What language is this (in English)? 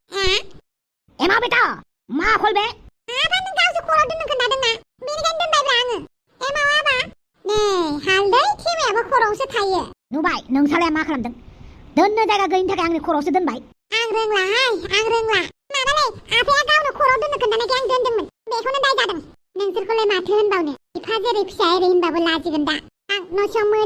Bodo